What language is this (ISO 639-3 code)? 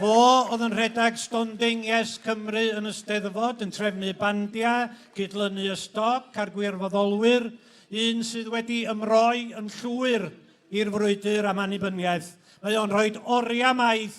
cym